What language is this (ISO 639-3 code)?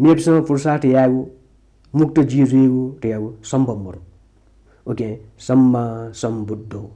new